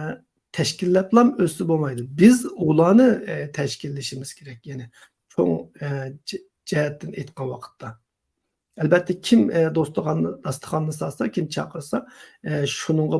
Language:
Uyghur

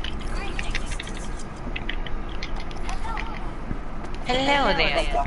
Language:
Malay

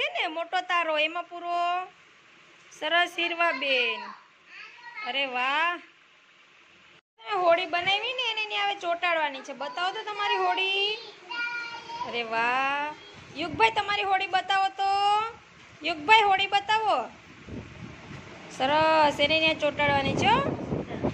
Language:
Gujarati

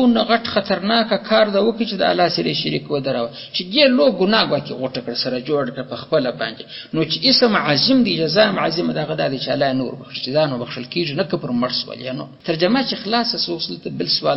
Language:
Pashto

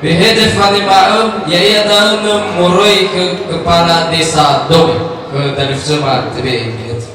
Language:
Nias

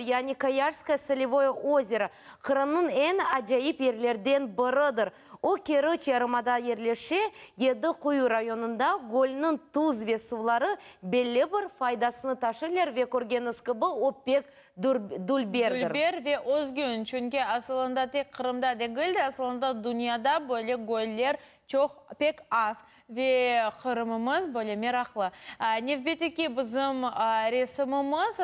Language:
Crimean Tatar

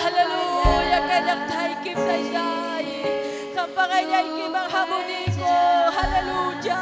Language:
Ayacucho Quechua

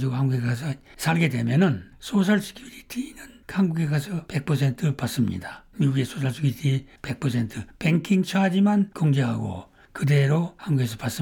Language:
Korean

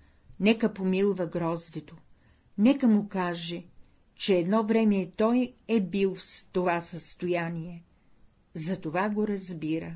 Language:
Bulgarian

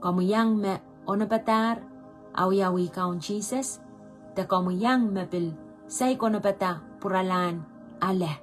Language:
Pohnpeian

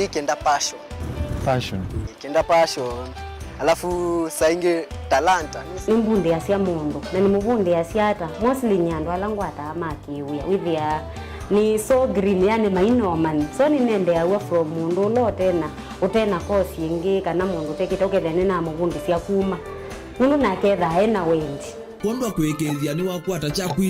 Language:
Kamba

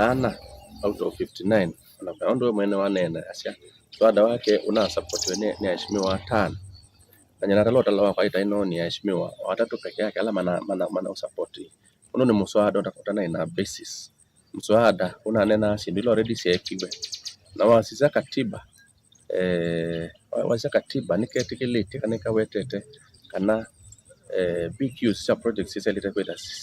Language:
Kamba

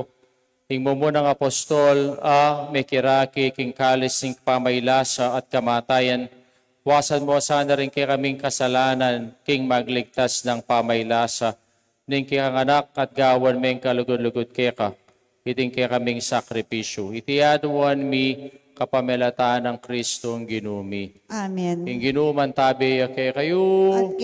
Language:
Pampanga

